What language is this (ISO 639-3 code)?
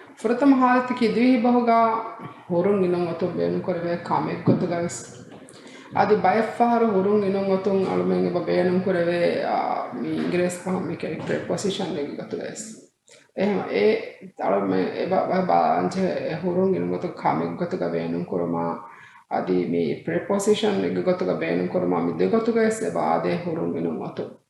div